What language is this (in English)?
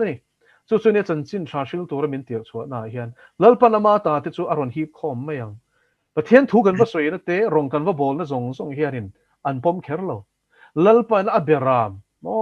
Mizo